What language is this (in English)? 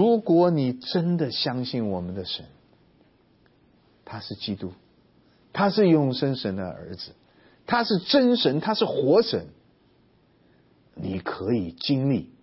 Chinese